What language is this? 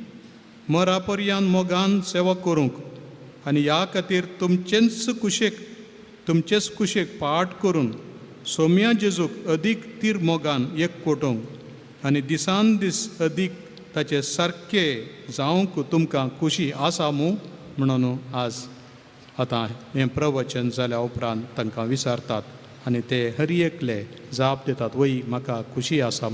Konkani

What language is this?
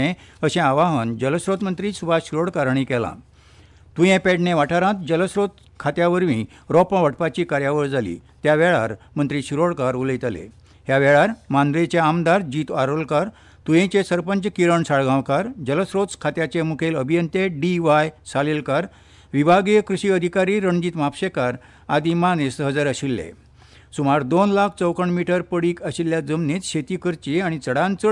Konkani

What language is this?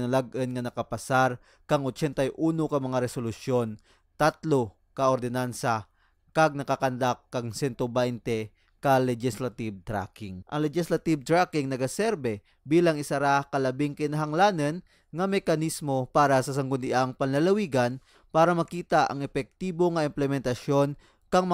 Kinaray-a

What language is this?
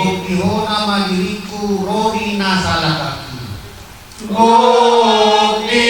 Batak Toba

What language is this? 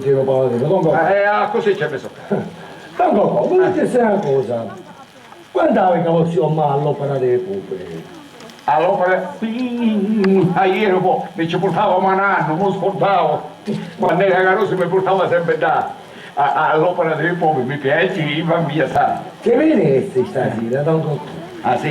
Sicilian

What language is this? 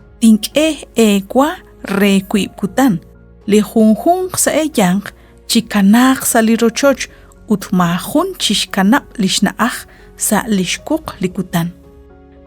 Kekchí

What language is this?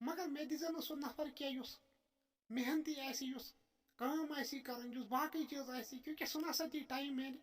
Kashmiri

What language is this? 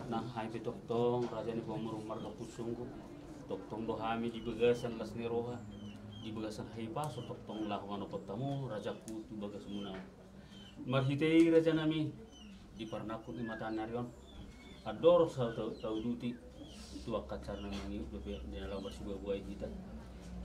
Batak Toba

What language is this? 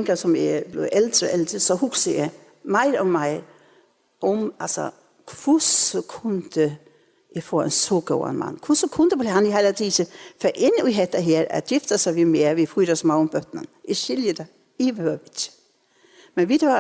Faroese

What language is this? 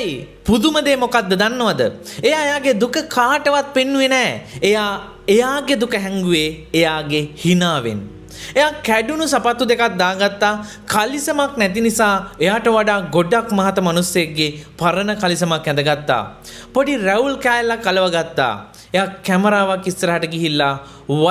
Sinhala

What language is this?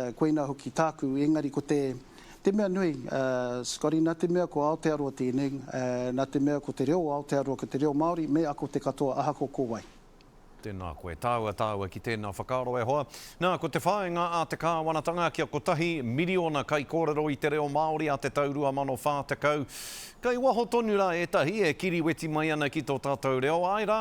Māori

